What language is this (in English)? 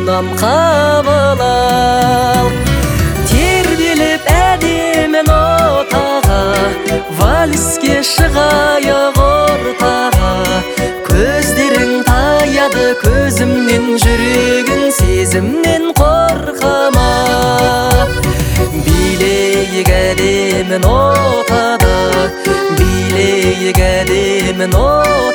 Kazakh